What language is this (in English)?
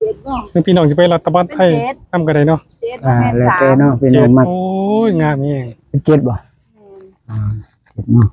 Northeastern Thai